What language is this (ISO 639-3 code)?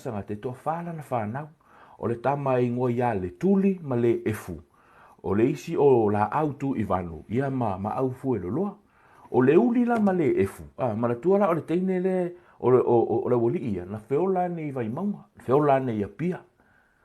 smo